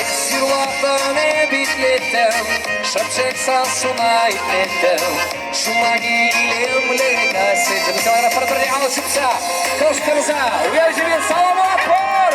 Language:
Chuvash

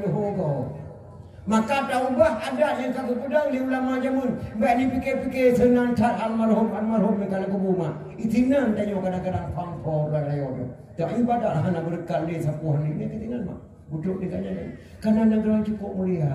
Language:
Achinese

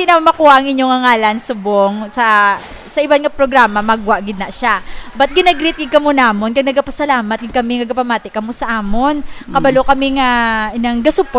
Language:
Hiligaynon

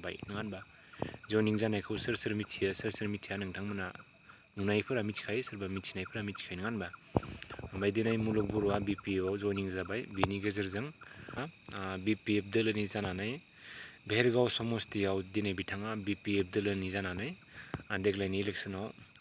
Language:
Bodo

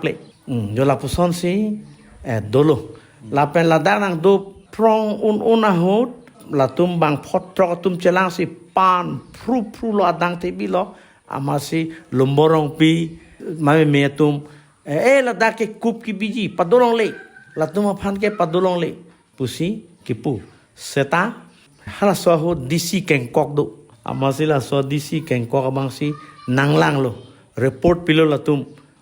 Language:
Karbi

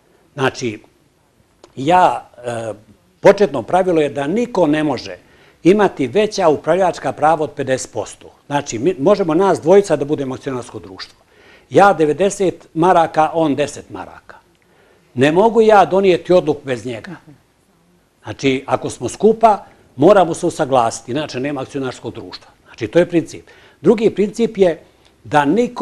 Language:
Bosnian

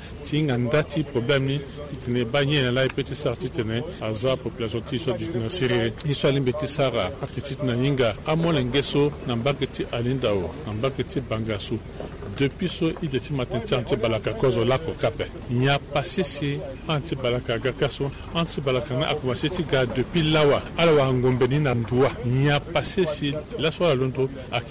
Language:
Sango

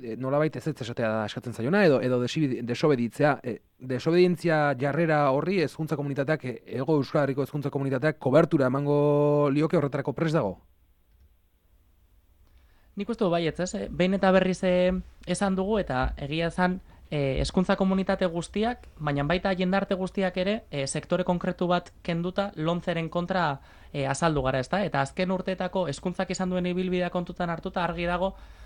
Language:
Basque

